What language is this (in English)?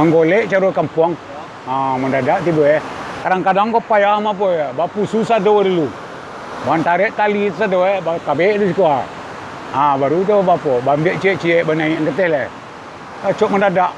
Minangkabau